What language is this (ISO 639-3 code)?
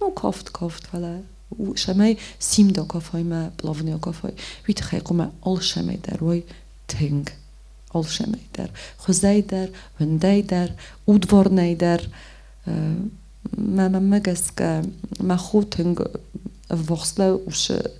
oss